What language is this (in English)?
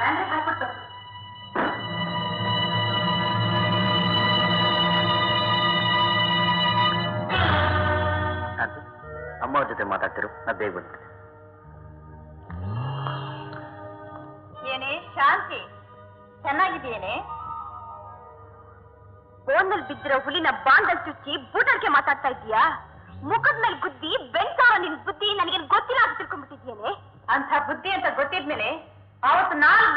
Kannada